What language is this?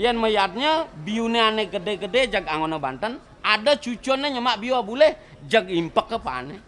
Balinese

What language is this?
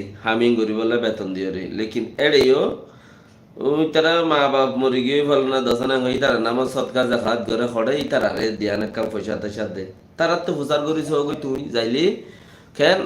Rohingya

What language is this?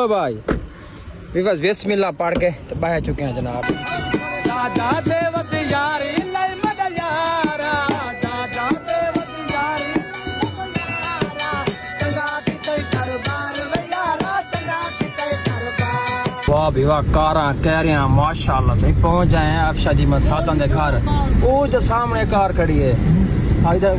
Saraiki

